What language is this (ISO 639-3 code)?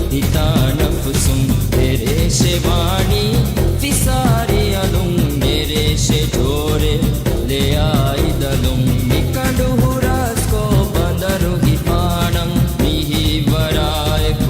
div